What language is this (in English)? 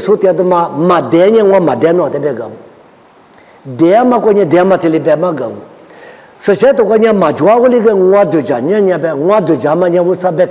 Lisu